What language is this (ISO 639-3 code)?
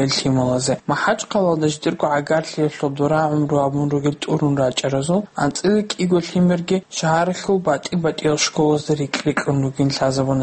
ava